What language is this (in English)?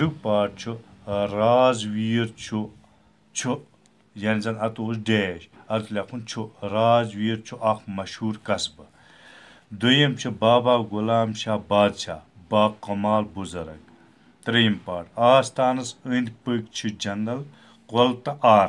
Kashmiri